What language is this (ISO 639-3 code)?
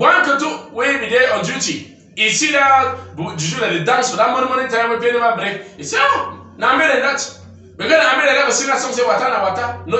wes